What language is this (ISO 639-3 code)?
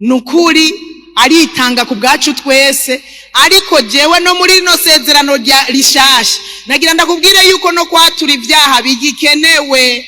run